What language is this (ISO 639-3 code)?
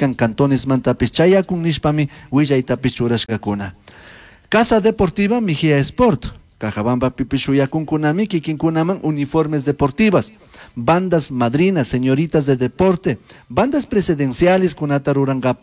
qug